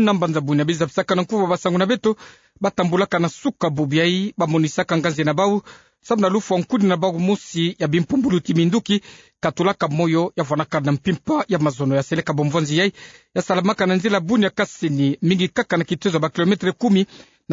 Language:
Kituba (Democratic Republic of Congo)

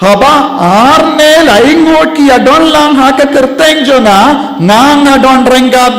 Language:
Khasi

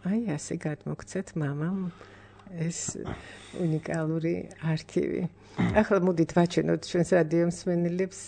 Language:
Georgian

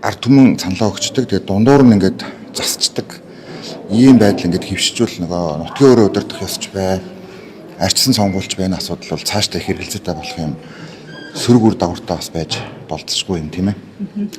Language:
Mongolian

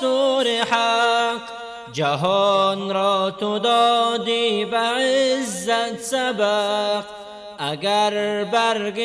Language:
Persian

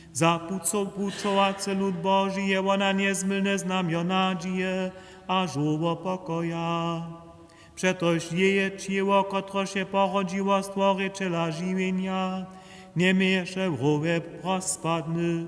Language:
Upper Sorbian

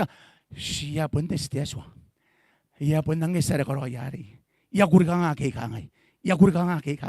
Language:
Gilbertese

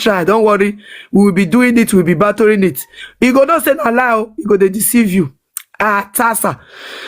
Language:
Nigerian Pidgin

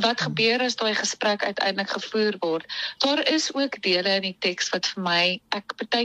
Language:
Afrikaans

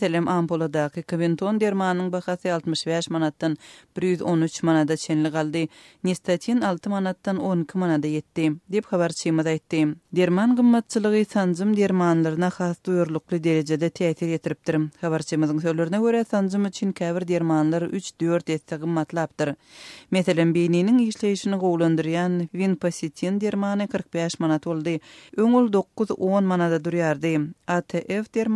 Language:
Turkmen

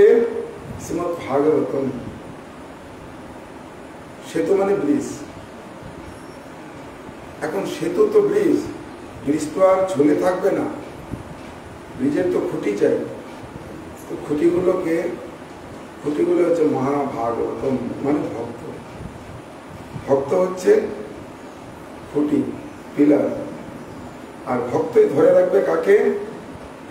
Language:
Bangla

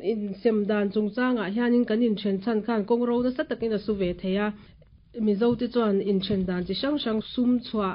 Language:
Mizo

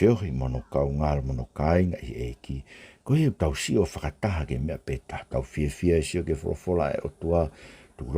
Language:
Tongan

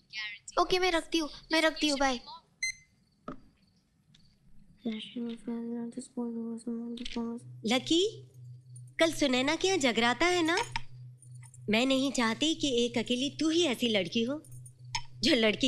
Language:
Hindi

